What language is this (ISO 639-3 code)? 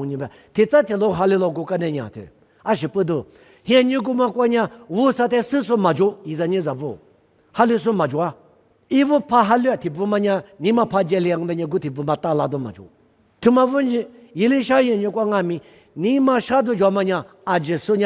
lis